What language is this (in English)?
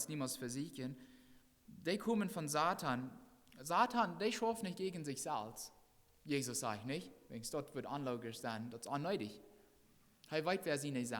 Plautdietsch